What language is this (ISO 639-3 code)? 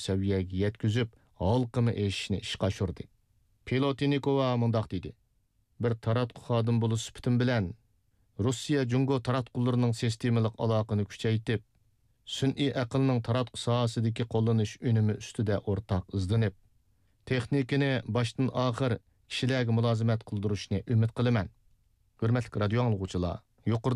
uig